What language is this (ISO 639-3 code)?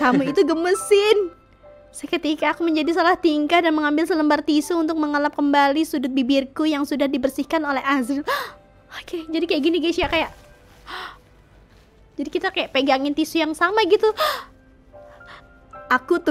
ind